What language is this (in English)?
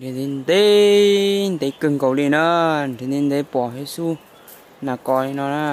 Hmong